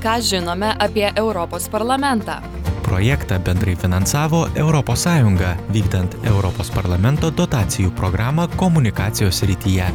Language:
Lithuanian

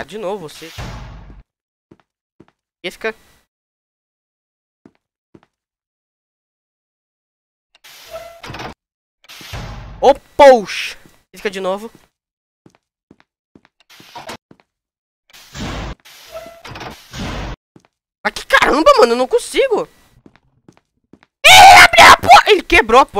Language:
Portuguese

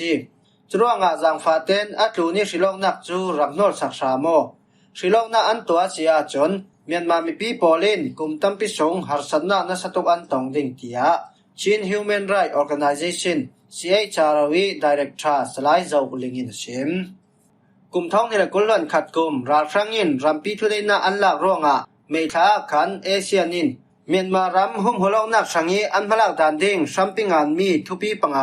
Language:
Falam Chin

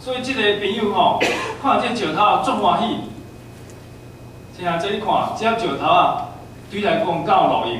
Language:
Min Nan Chinese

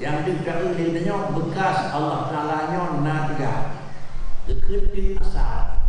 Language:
Achinese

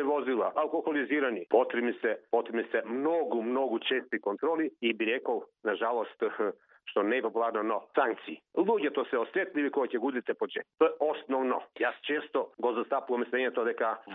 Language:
Macedonian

